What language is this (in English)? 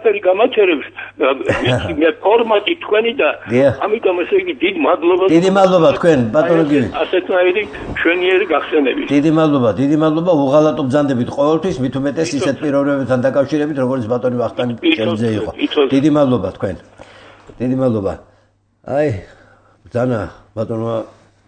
Georgian